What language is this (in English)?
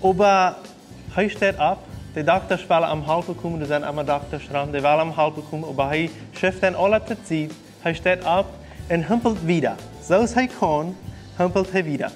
Plautdietsch